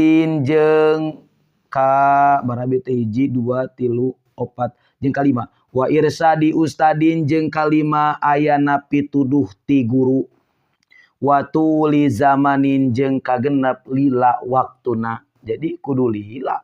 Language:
Sundanese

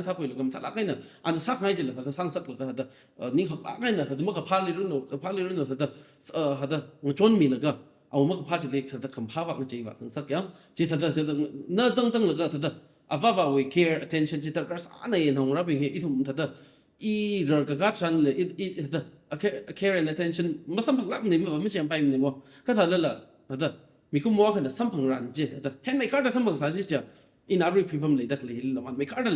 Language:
Tangkhul Naga (India)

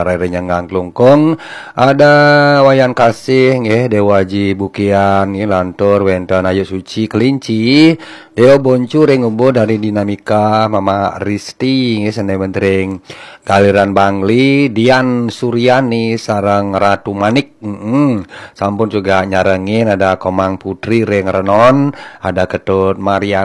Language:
Balinese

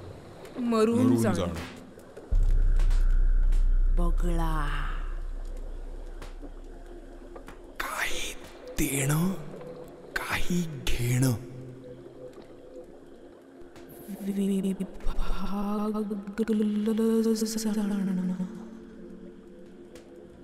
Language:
Marathi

